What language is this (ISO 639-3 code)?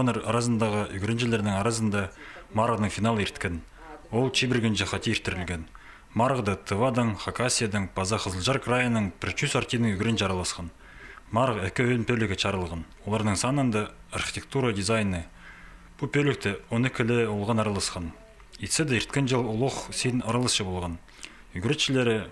kjh